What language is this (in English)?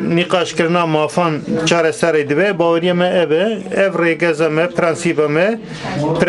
Kurdish